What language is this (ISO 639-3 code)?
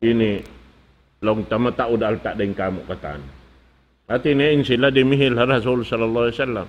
tsg